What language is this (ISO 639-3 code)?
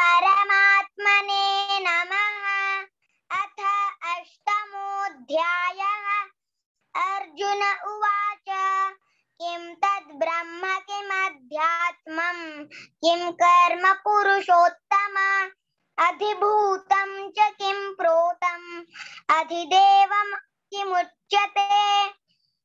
san